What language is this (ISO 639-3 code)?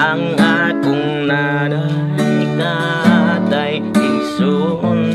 ceb